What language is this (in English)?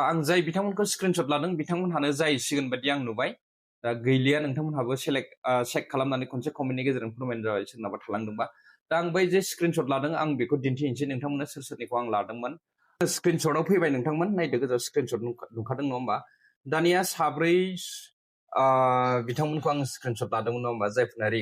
Bodo